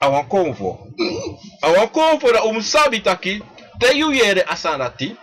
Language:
Sranan Tongo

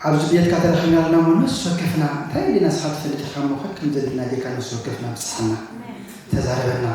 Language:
Tigrinya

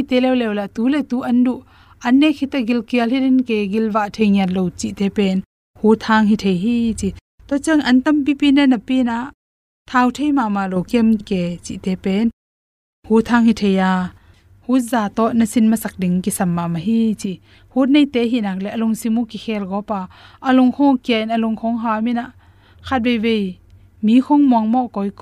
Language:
Tedim Chin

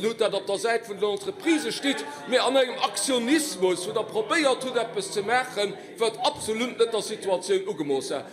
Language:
Luxembourgish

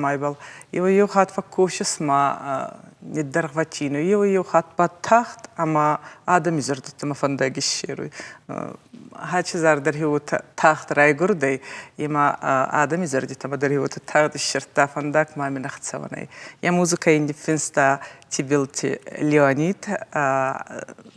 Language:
Ossetic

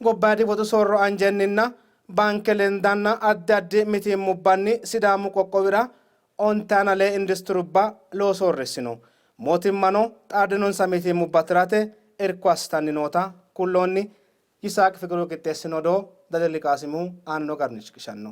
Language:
Sidamo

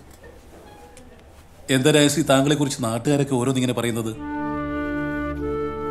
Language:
Malayalam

